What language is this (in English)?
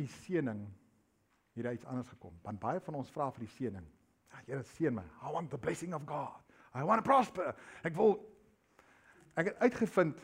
Afrikaans